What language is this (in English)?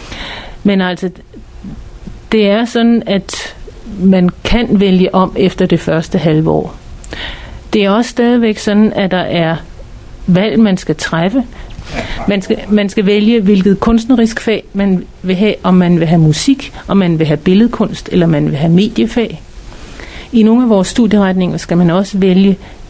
Danish